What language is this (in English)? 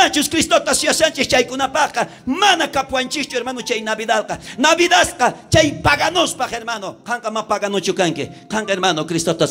South Bolivian Quechua